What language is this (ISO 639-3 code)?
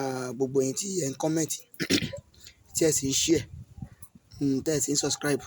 yor